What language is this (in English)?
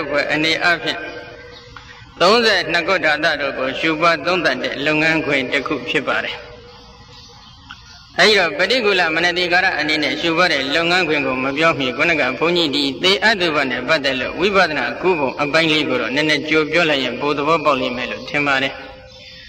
Burmese